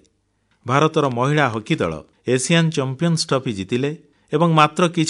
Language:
Odia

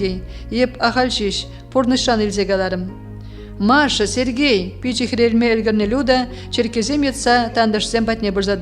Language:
Chuvash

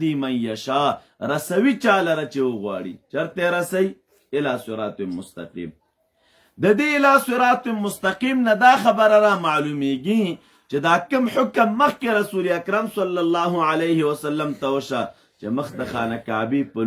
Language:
Pashto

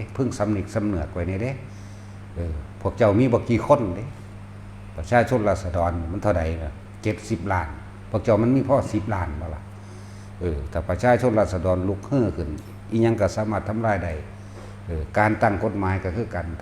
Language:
Northeastern Thai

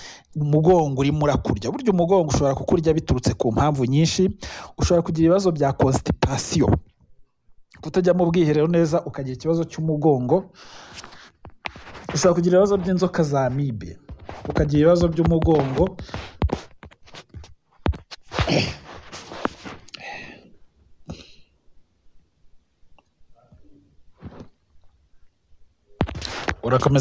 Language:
Kinyarwanda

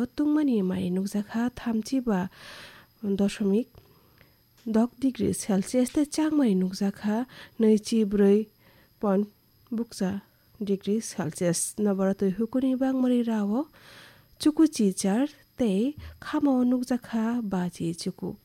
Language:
Kok Borok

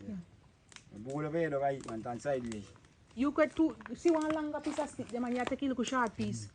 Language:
Jamaican Creole English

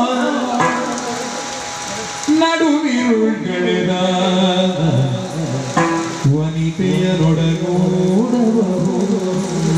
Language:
Kannada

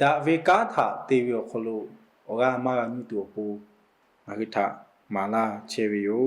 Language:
Lahu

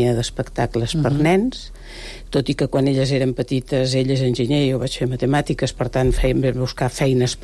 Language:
Catalan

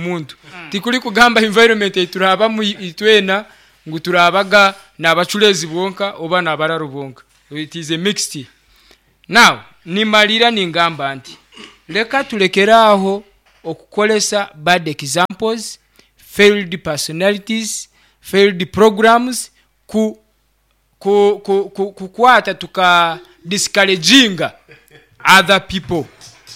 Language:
Nyoro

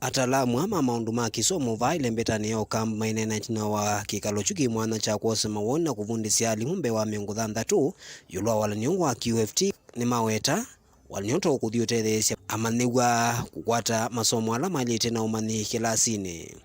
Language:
Kamba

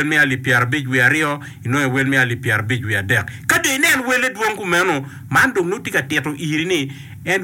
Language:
Acoli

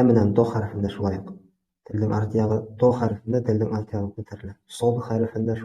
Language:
Bashkir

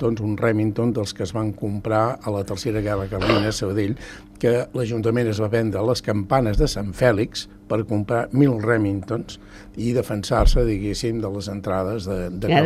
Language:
Catalan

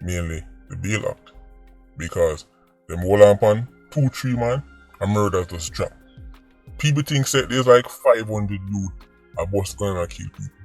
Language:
Jamaican Creole English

